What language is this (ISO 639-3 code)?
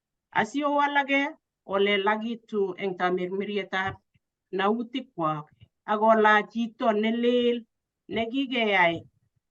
kln